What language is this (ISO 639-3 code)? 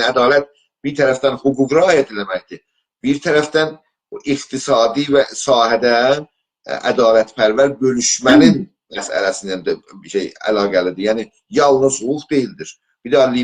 azb